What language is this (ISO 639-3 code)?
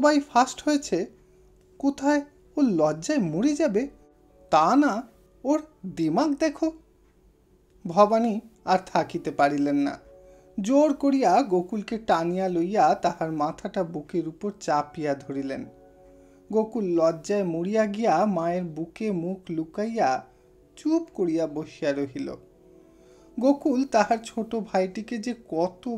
ben